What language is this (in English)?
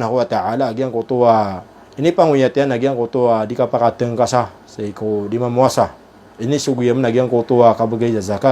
Maranao